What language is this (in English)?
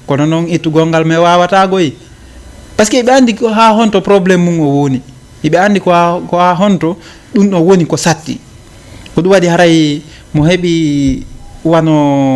Fula